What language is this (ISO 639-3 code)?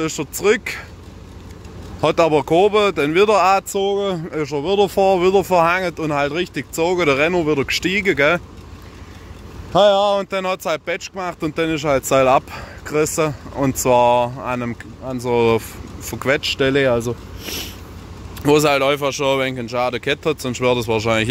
deu